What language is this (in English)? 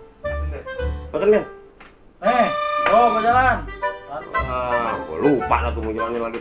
Betawi